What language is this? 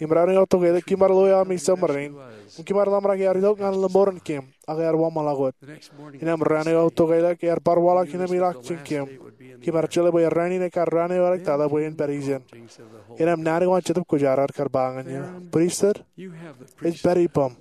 Marshallese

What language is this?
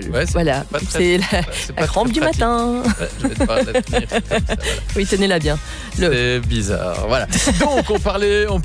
French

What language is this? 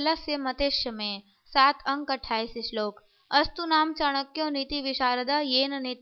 Sanskrit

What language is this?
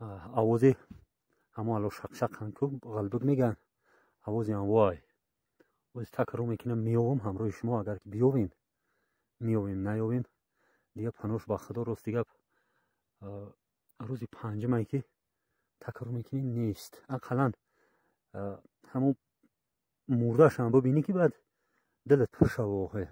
Tajik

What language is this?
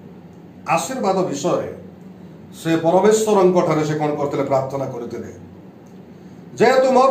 Odia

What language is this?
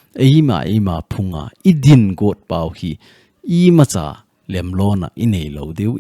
Thado Chin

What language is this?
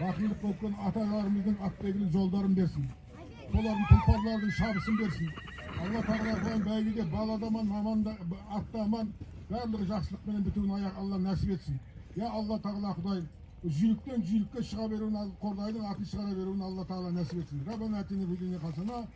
Kazakh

